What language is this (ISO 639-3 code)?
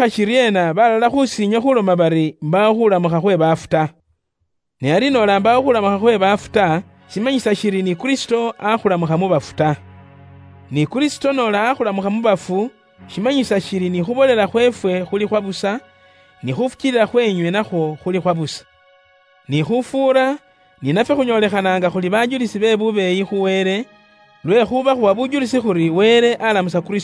luy